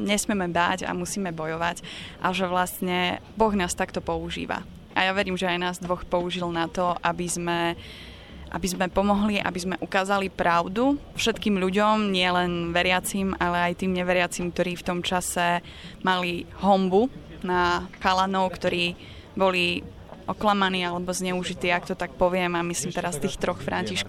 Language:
Slovak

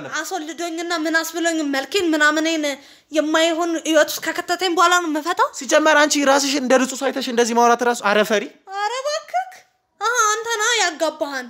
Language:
Amharic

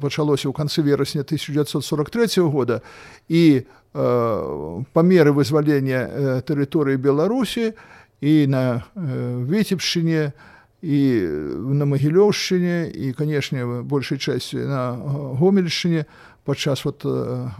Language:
Belarusian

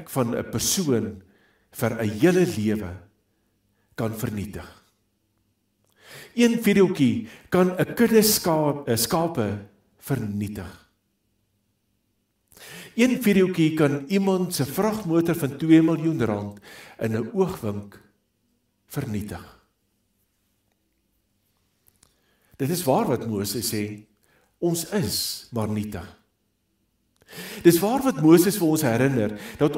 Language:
Afrikaans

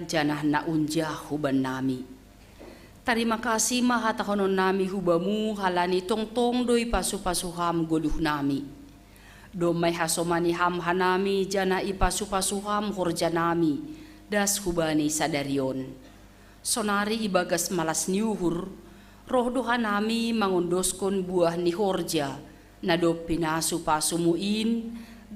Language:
Batak Simalungun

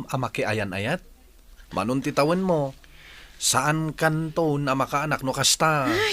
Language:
Iloko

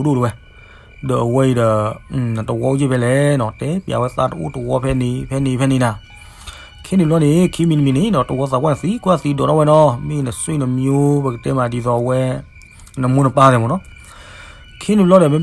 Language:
S'gaw Karen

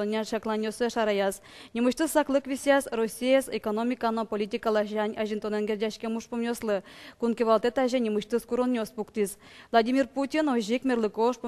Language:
Udmurt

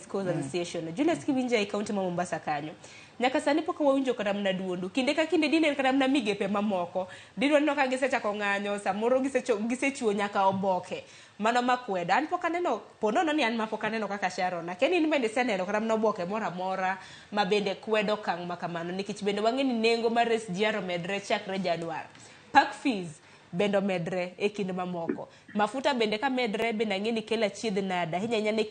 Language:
Luo (Kenya and Tanzania)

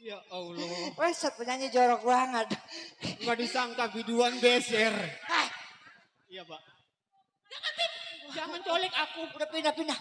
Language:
Betawi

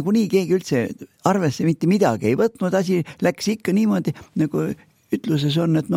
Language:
Estonian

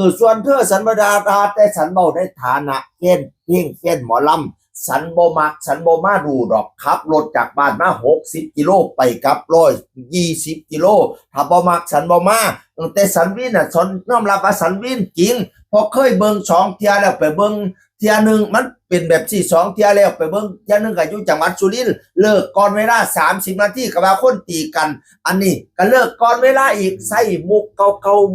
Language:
Northeastern Thai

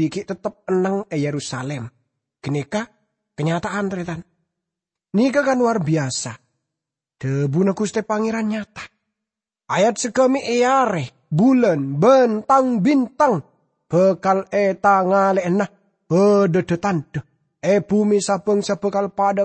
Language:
Madurese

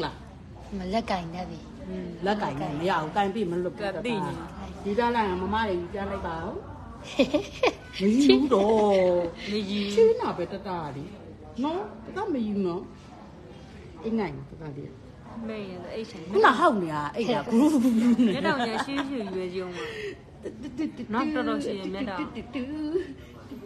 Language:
Burmese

